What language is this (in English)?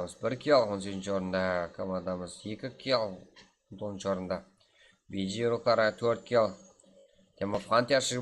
Kara-Kalpak